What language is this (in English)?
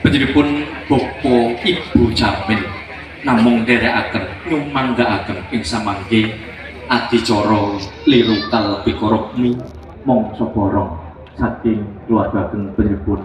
Javanese